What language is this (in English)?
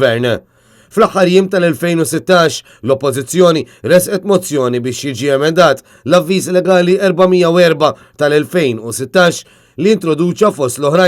Maltese